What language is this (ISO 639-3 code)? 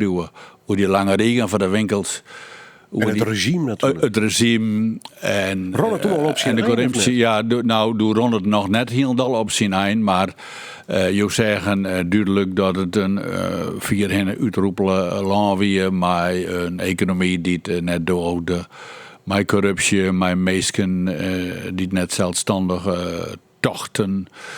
fry